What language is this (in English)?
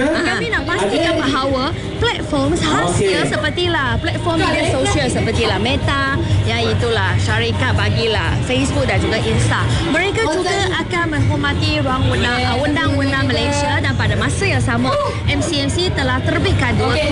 Malay